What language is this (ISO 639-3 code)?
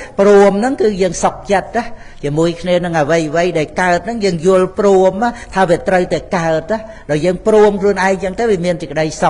khm